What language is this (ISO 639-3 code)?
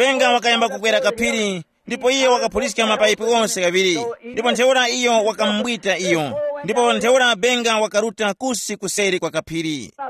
tum